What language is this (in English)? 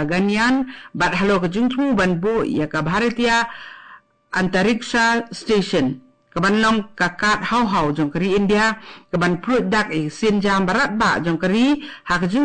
Khasi